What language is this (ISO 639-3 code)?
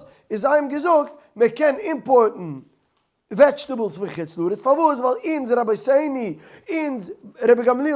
yid